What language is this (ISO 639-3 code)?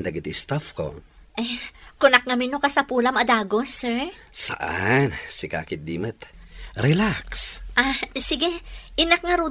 ilo